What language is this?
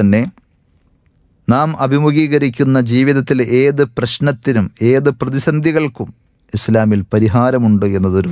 Malayalam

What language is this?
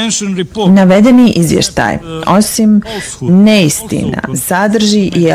Bosnian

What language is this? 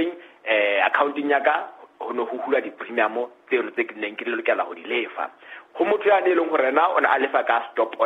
Southern Sotho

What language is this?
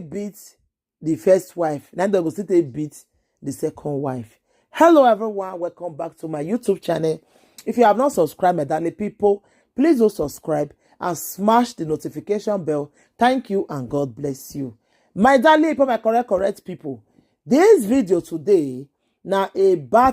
Nigerian Pidgin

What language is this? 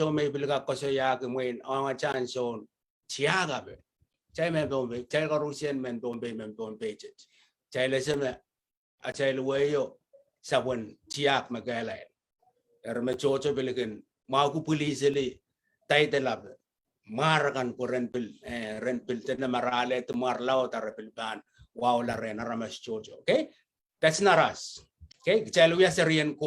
Pohnpeian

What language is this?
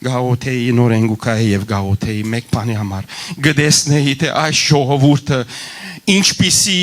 Western Armenian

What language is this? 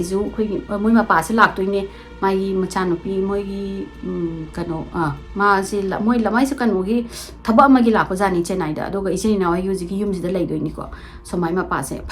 Manipuri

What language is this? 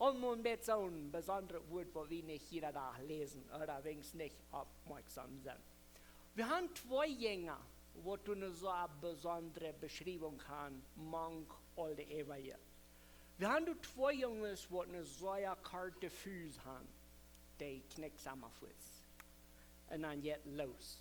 Plautdietsch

